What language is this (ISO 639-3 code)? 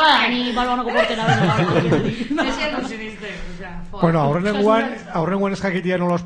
eus